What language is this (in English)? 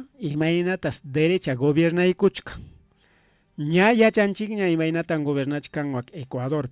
Ayacucho Quechua